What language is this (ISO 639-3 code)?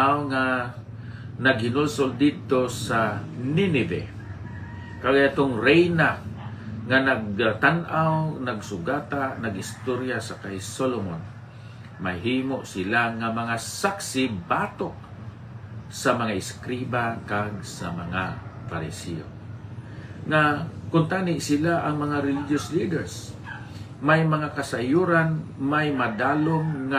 hil